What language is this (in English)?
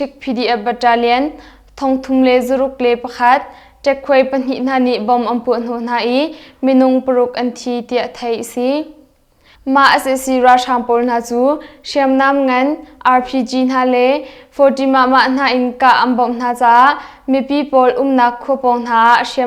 Hakha Chin